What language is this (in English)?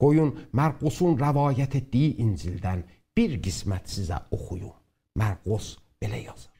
South Azerbaijani